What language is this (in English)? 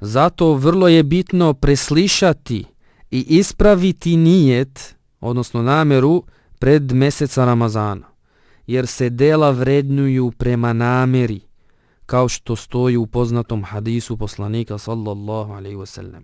Bosnian